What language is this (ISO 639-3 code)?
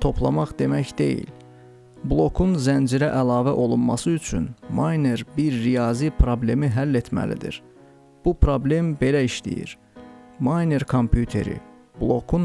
aze